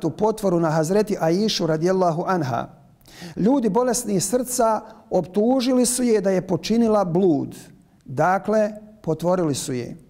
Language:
Bosnian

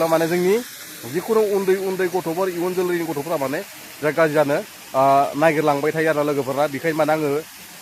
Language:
Bodo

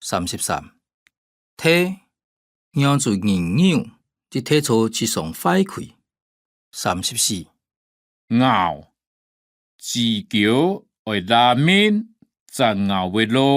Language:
Hakka Chinese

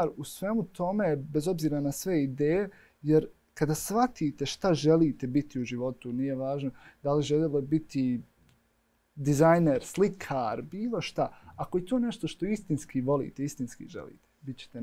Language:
Bosnian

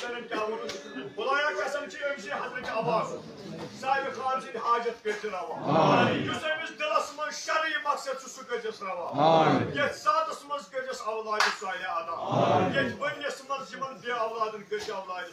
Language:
Kashmiri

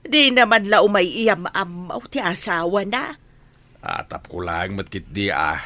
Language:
Iloko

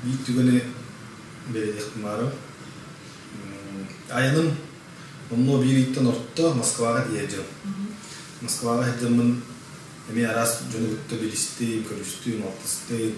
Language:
Yakut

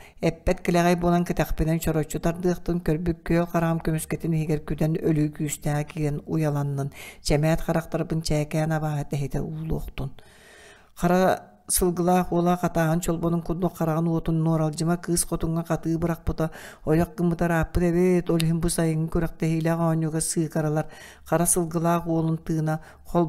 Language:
Yakut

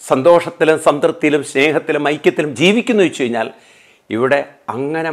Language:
Malayalam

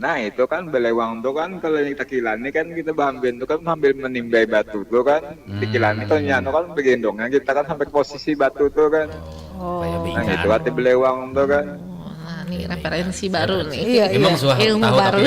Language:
Banjar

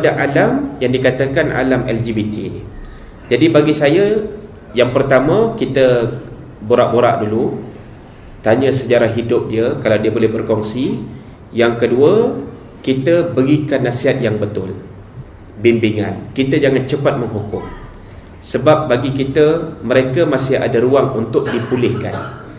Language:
Malay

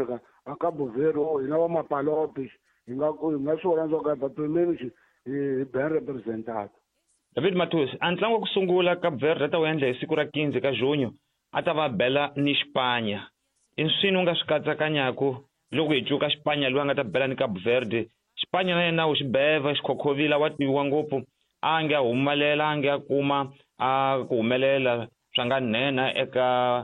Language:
Tsonga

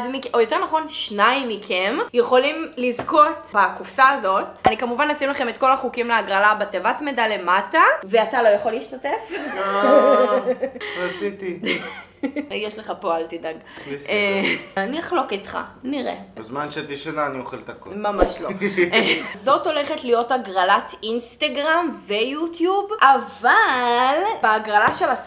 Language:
Hebrew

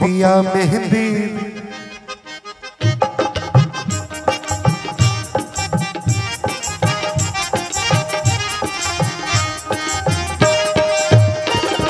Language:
Bhojpuri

